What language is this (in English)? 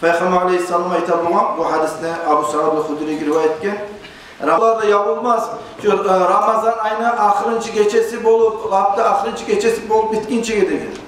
Kumyk